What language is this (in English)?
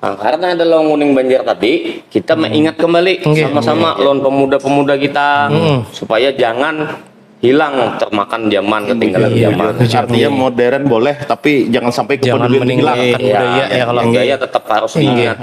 Banjar